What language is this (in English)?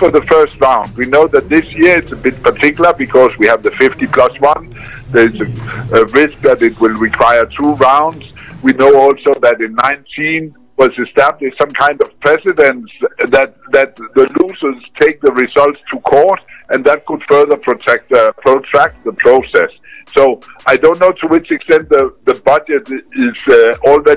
Nyanja